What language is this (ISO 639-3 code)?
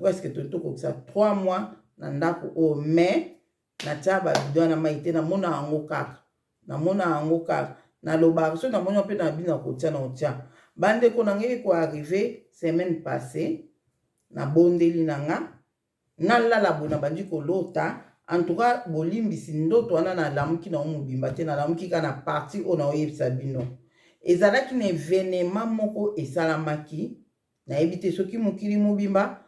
lin